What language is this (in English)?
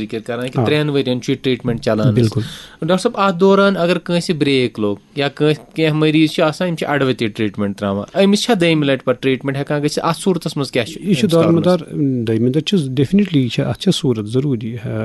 Kashmiri